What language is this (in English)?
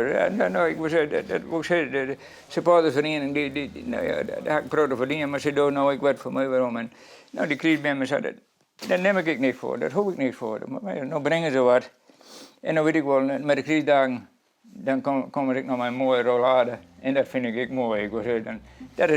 Western Frisian